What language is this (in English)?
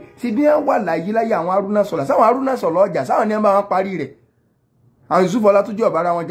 Yoruba